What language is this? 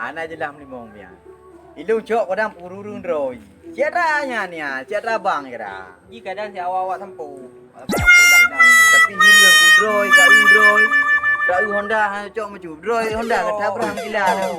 Achinese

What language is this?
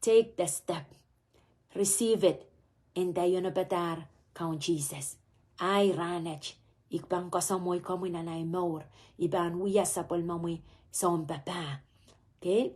Pohnpeian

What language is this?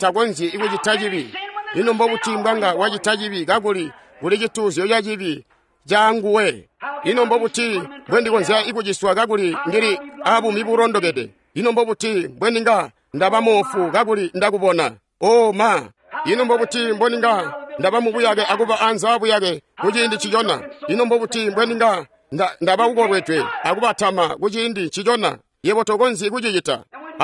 Tonga (Zambia)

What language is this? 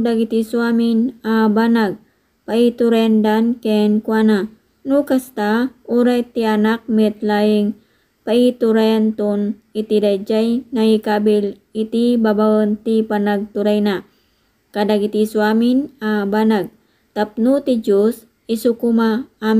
Iloko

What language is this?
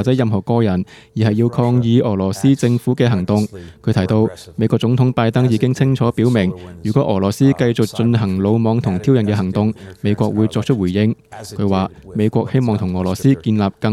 Cantonese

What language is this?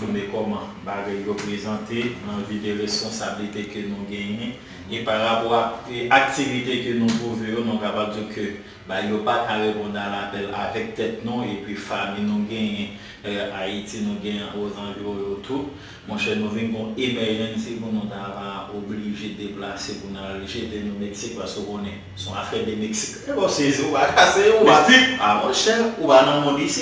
Haitian Creole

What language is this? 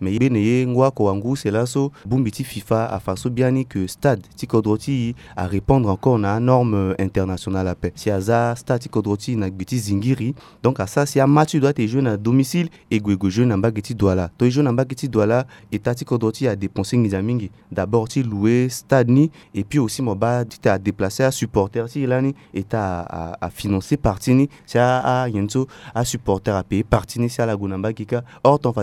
Sango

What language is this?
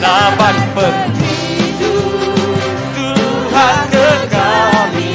Iban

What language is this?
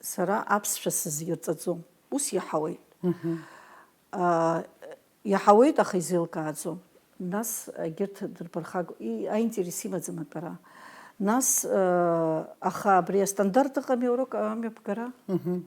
Abkhazian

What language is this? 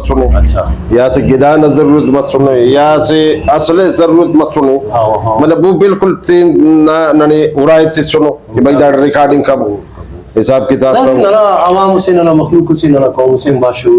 Brahui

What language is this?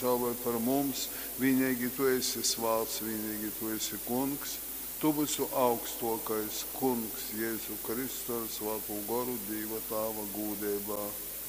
Latgalian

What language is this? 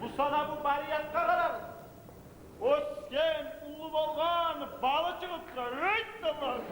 Kumyk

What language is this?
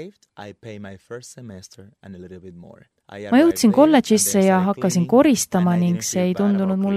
Estonian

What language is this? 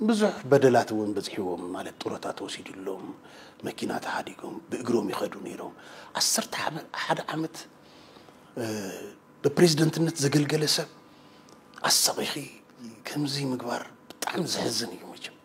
Tigrinya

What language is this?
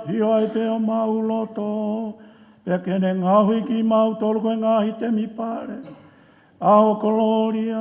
Tongan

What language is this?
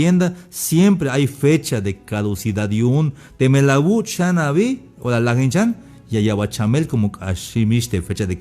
Tzeltal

